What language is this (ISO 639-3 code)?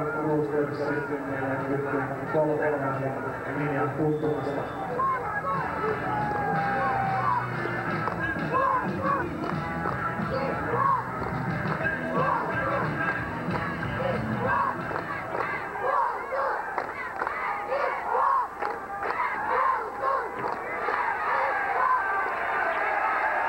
fin